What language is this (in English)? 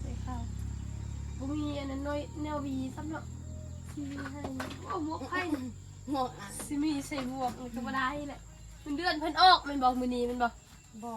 Northeastern Thai